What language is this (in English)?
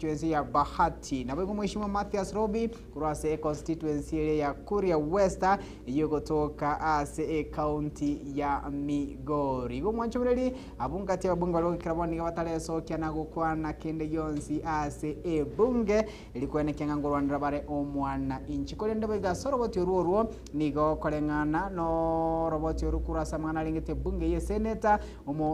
Gusii